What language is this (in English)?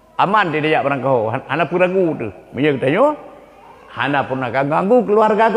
Achinese